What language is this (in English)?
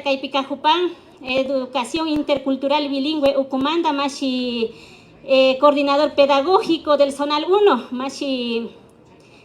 Imbabura Highland Quichua